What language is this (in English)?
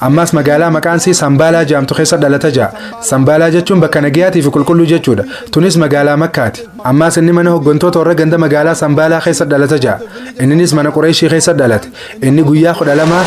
Oromo